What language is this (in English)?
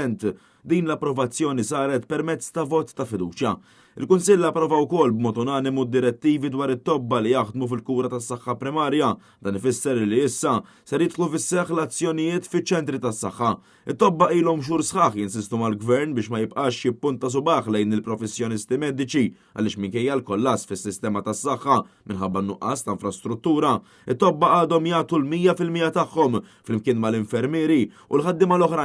Maltese